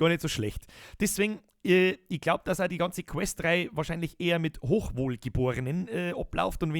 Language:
Bavarian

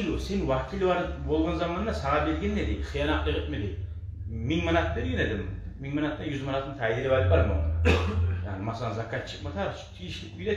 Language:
Kumyk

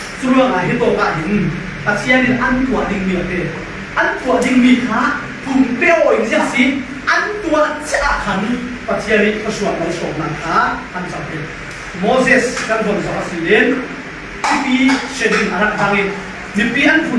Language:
Falam Chin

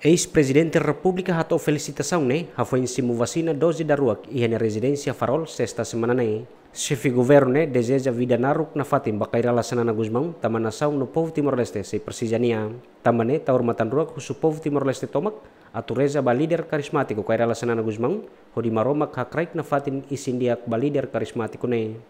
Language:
Tetum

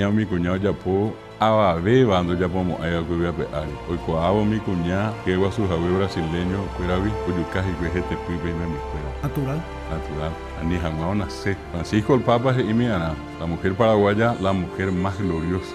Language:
Guarani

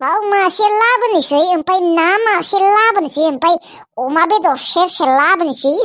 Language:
Bodo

